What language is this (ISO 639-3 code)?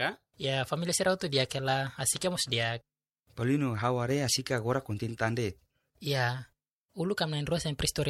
tet